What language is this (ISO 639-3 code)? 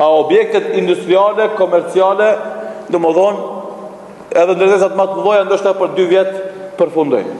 sqi